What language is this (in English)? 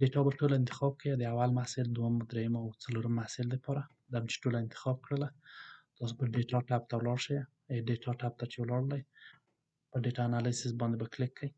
Pashto